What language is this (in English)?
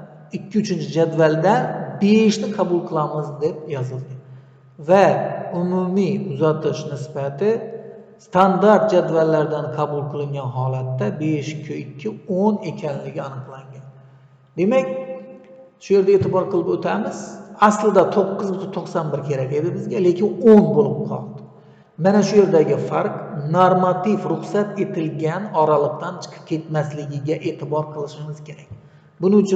Uzbek